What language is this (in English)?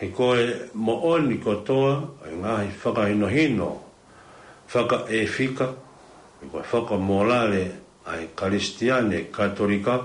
Tongan